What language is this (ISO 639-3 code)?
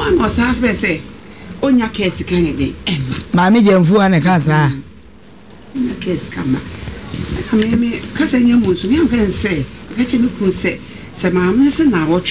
aka